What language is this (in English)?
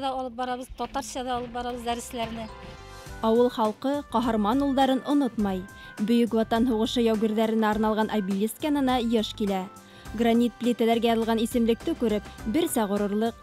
Bashkir